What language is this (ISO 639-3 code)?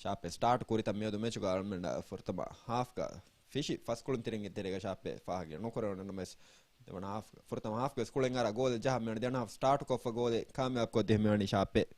div